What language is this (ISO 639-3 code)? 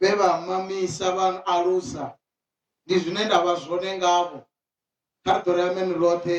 ven